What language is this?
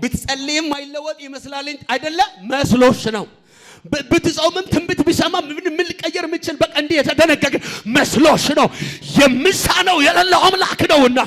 Amharic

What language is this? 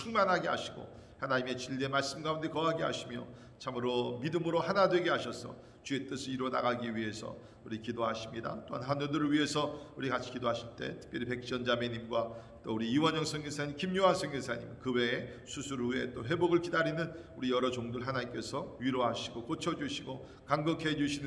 Korean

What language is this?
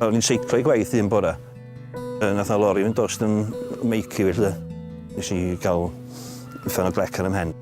Welsh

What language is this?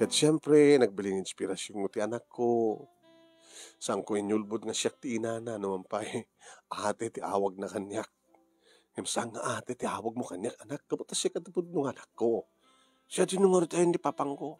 Iloko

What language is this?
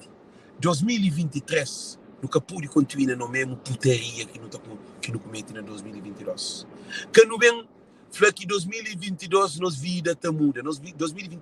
Kabuverdianu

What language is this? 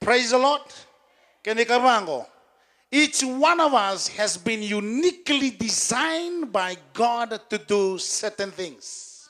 Fijian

